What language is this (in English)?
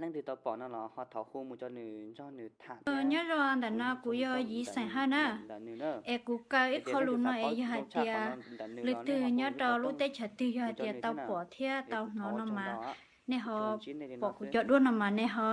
Hmong